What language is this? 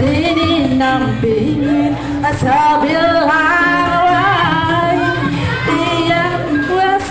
Balinese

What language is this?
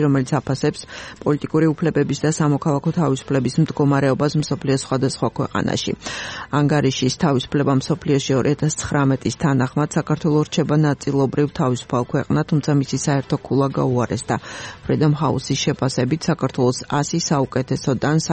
Georgian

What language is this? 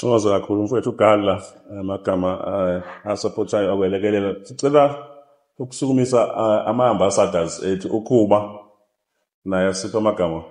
Zulu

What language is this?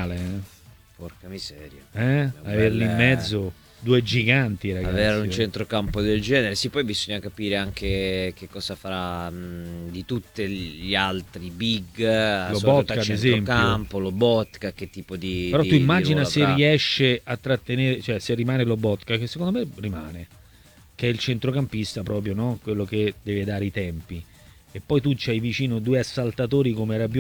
Italian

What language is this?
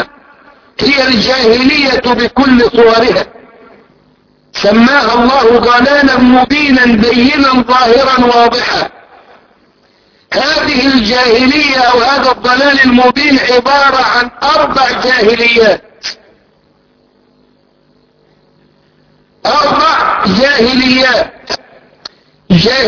Arabic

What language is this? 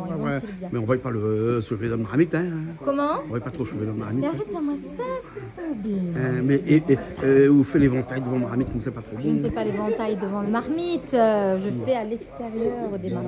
Réunion Creole French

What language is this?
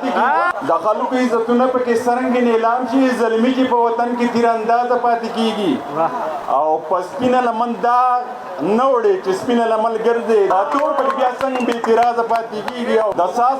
Pashto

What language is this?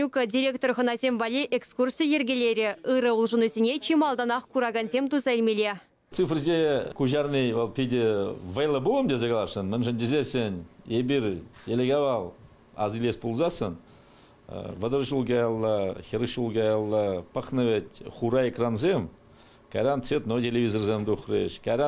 Chuvash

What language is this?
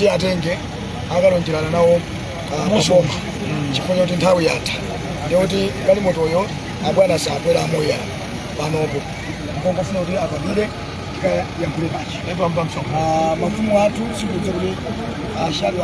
Nyanja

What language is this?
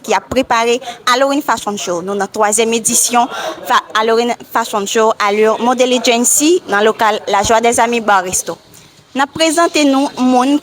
Haitian Creole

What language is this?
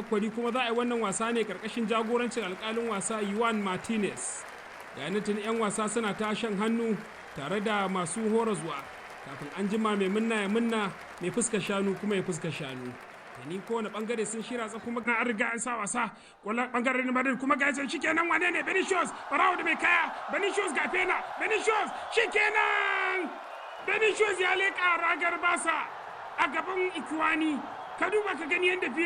Hausa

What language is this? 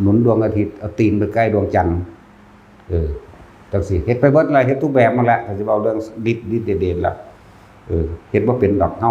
Northeastern Thai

